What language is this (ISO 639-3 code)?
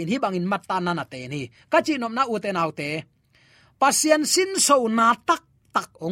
ctd